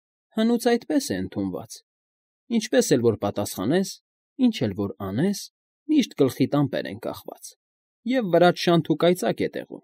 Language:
Armenian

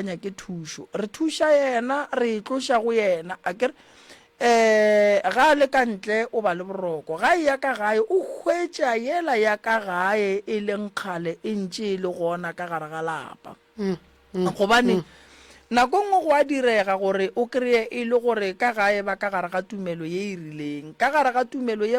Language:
Northern Sotho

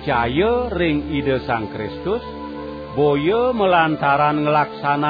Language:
Balinese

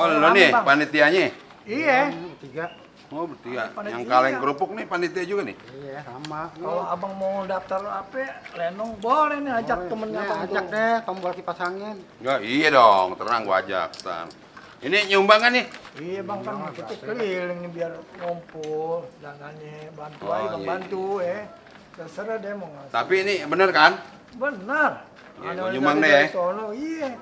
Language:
Betawi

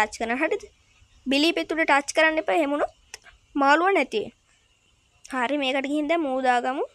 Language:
Sinhala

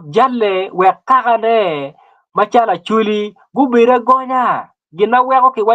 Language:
Acoli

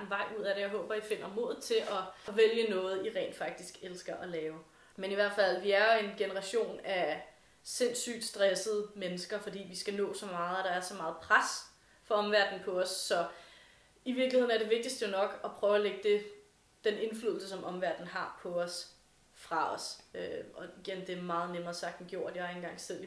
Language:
Danish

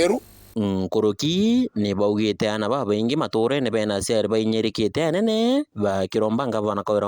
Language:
Meru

